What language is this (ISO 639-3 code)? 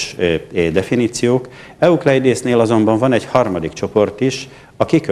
hun